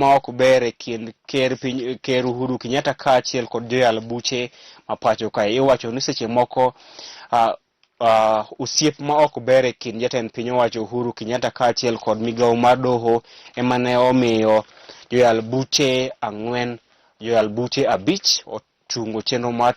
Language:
Luo (Kenya and Tanzania)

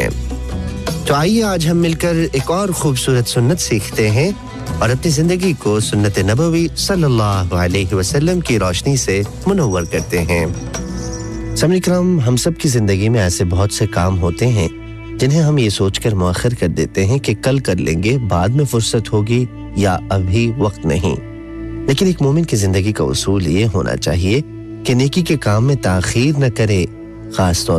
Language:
Urdu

